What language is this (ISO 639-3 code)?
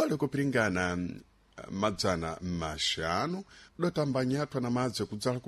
seh